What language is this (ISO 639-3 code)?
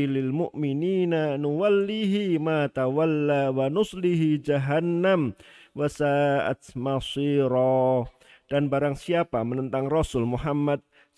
ind